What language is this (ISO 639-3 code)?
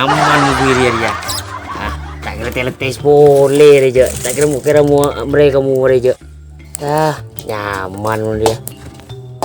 mad